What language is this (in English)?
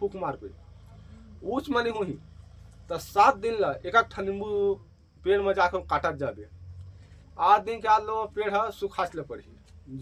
Chhattisgarhi